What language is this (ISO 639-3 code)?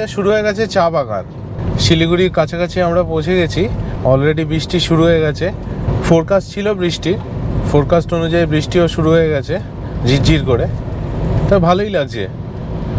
ben